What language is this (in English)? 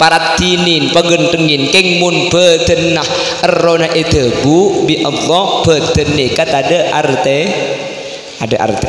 Madurese